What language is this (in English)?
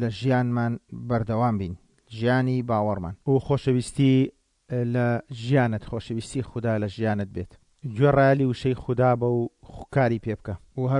Central Kurdish